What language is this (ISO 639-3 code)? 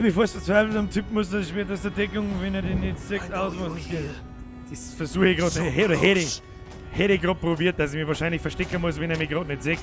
bar